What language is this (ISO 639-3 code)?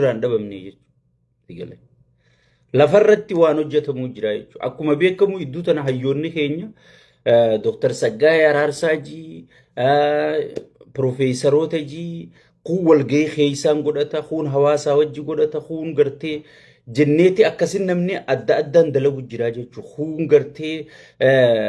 orm